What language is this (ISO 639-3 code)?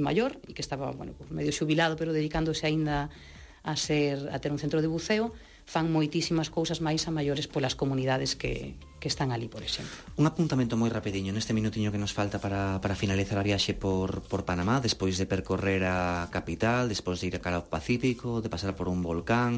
glg